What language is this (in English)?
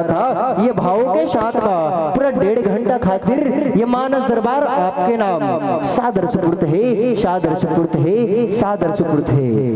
Chhattisgarhi